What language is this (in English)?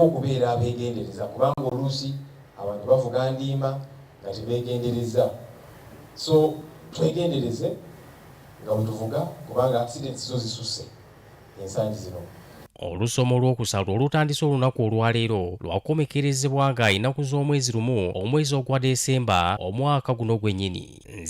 Ganda